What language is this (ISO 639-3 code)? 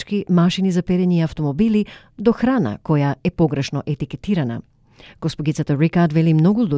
mkd